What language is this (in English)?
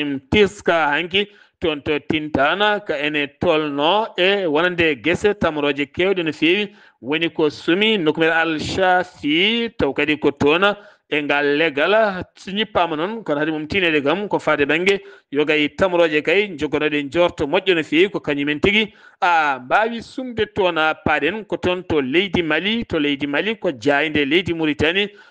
Fula